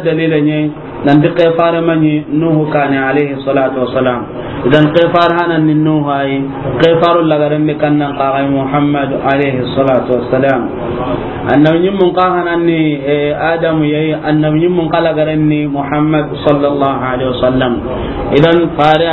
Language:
Soninke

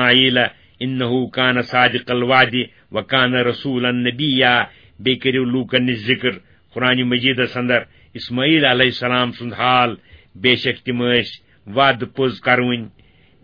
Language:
Kashmiri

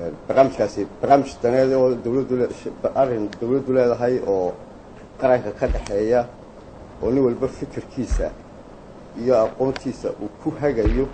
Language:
Somali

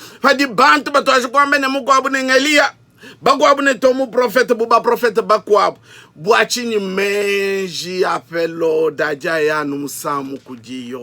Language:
Luba-Lulua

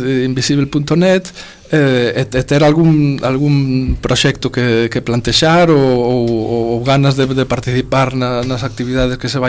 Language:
Galician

